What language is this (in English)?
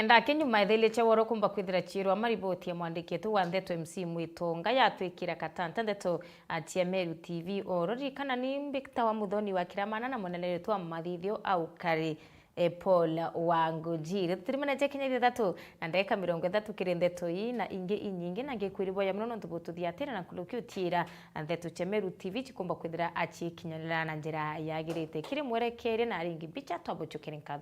Meru